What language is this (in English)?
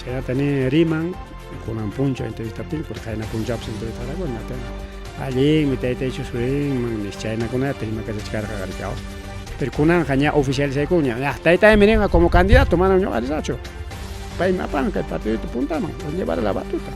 Ayacucho Quechua